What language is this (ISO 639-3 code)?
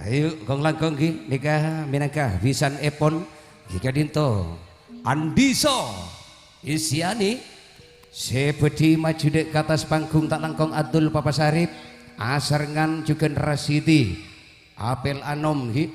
mad